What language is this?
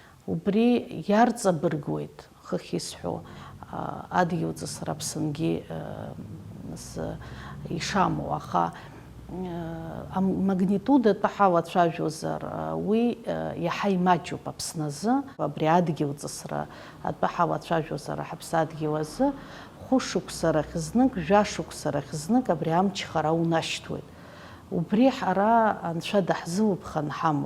Abkhazian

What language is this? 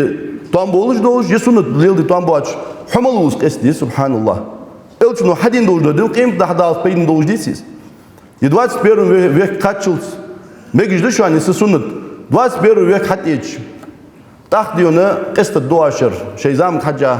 Ingush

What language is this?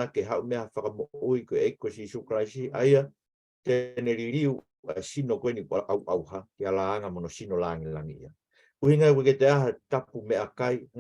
Tongan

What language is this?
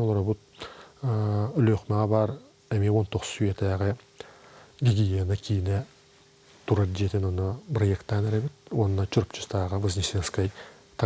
Yakut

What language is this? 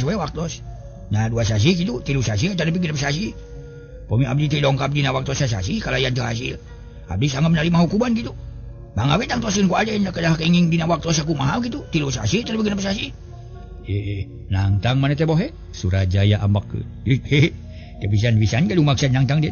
Sundanese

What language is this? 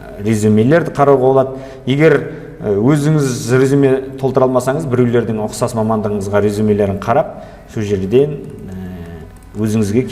Kazakh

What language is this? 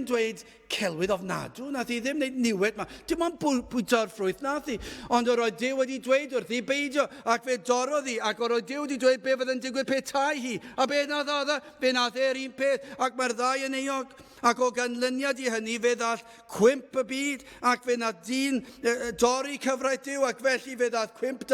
Welsh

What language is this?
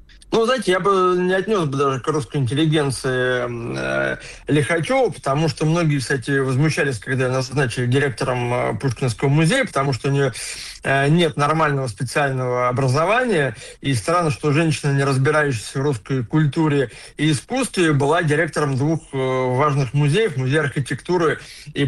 Russian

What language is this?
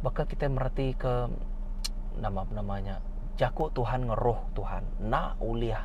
Iban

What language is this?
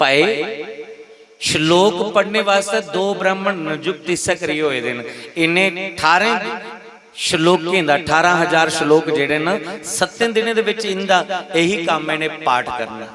Dogri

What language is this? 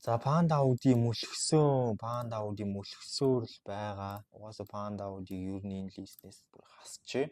Mongolian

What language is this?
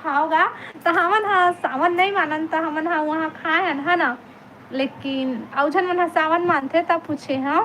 Chhattisgarhi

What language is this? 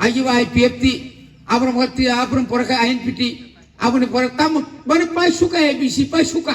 Kok Borok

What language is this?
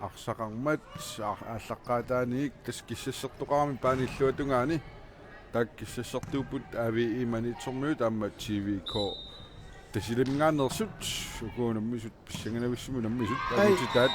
Kalaallisut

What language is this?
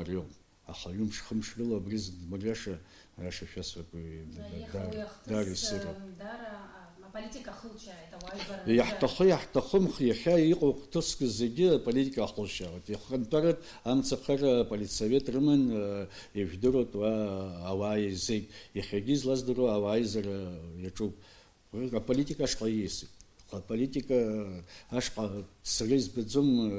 Abkhazian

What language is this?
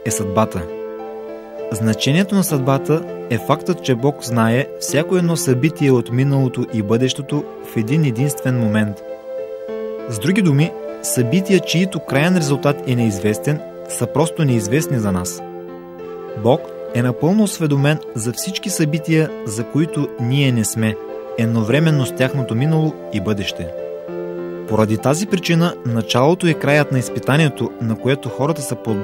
Bulgarian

